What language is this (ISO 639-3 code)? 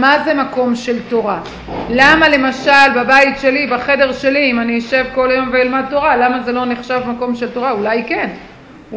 heb